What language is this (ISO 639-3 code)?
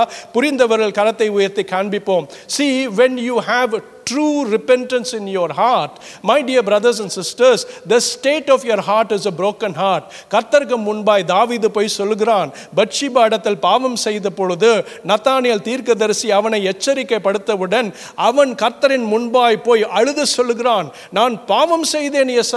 tam